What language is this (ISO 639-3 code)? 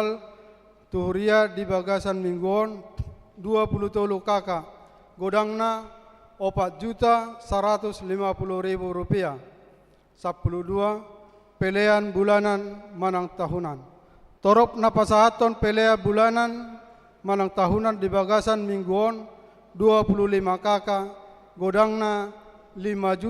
bbc